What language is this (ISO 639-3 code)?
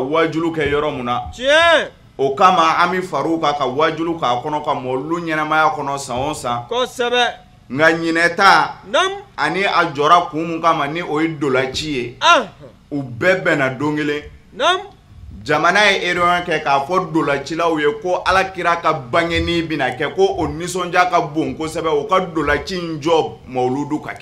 bam